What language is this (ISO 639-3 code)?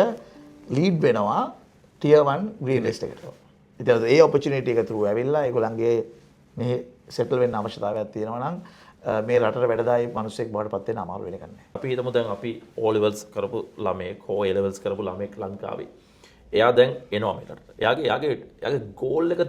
sin